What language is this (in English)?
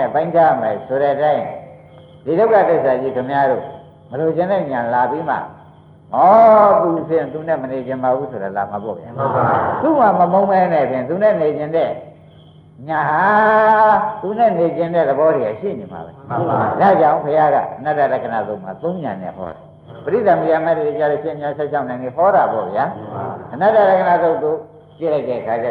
Burmese